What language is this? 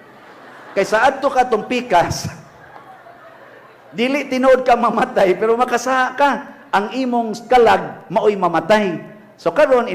Cebuano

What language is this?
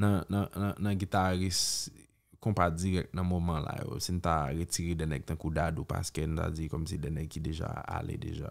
Haitian Creole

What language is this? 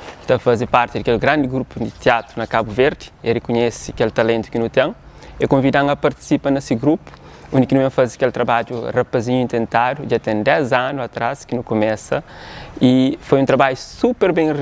Kabuverdianu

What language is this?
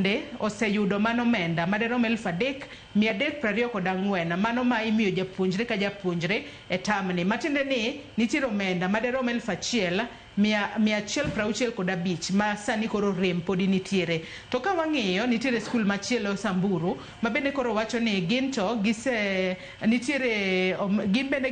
Luo (Kenya and Tanzania)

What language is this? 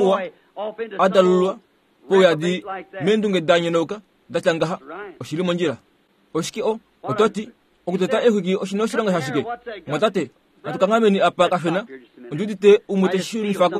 Kuanyama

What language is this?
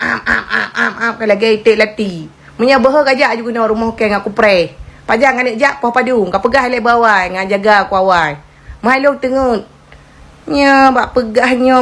Achinese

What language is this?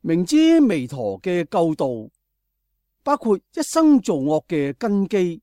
Cantonese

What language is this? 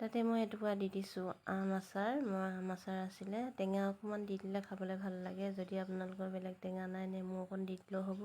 Assamese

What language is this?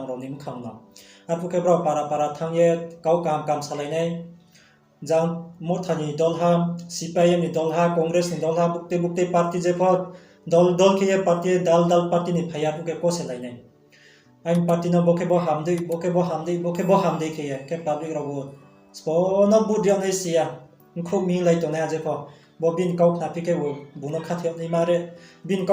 Riang (India)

